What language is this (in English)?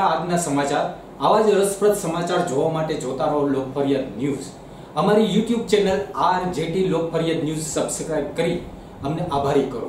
Gujarati